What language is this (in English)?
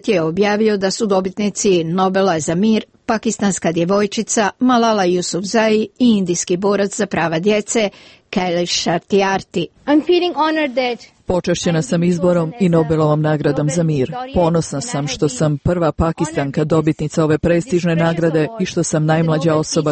Croatian